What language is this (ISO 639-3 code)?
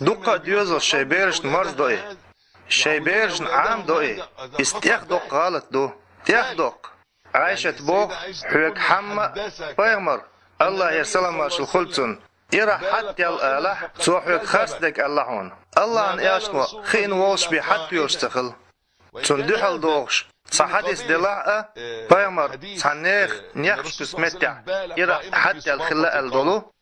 che